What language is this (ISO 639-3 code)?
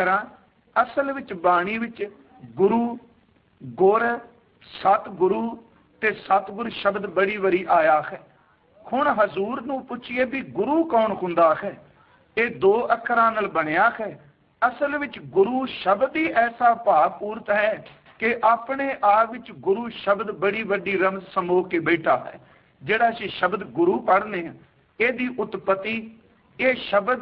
pan